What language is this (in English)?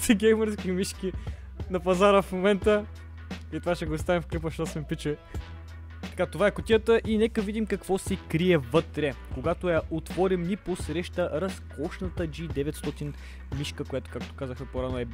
Bulgarian